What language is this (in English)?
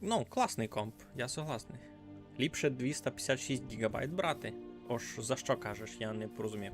Rusyn